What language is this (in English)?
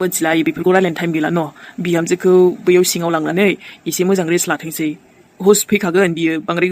Bodo